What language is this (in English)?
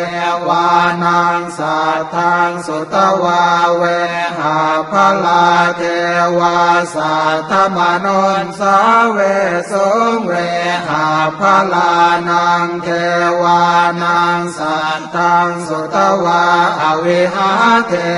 Pali